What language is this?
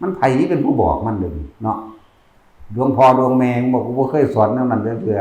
Northeastern Thai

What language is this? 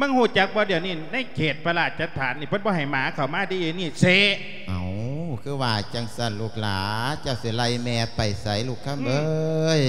Lao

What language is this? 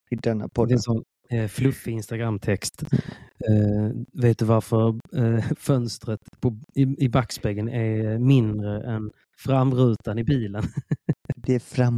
Swedish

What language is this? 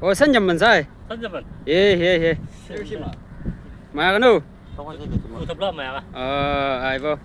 Chang Naga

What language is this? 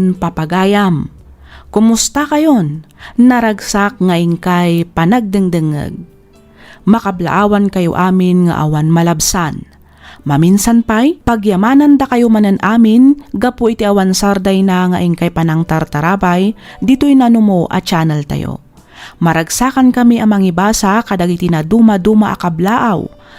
Iloko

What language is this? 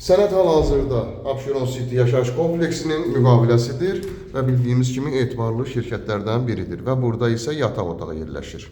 Azerbaijani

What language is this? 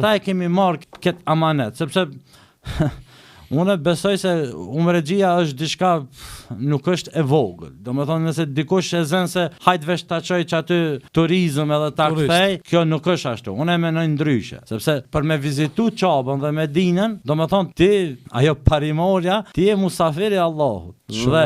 Albanian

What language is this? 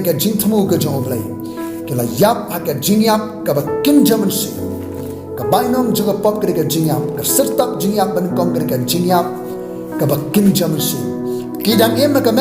Khasi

